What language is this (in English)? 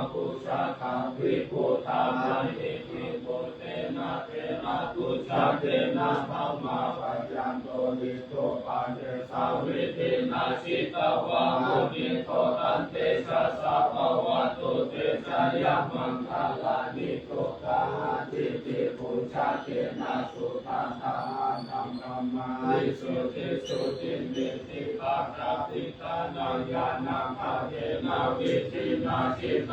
Pali